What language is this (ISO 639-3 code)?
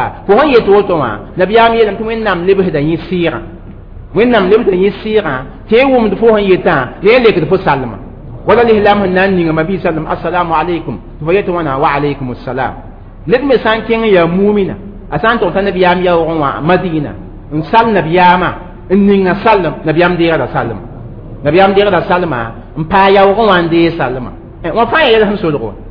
mos